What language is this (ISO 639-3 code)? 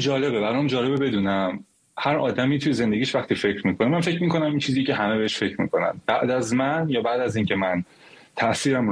fas